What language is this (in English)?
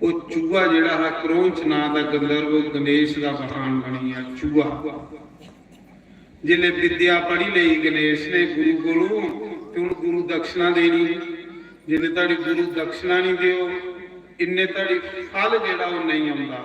Dogri